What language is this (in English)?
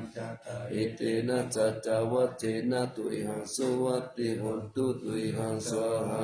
Pali